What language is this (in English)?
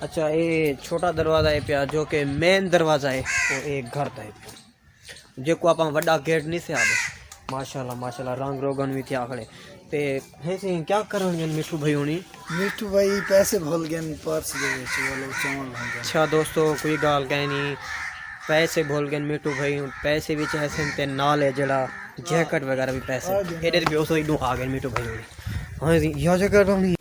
Saraiki